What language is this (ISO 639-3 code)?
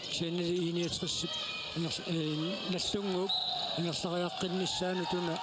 kal